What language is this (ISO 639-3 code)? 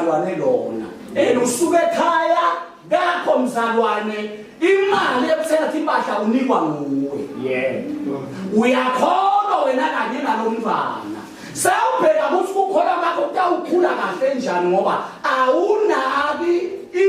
zul